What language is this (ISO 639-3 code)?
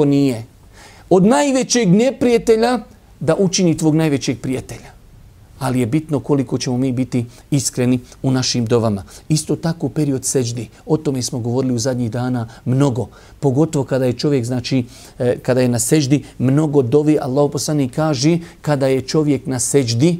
bos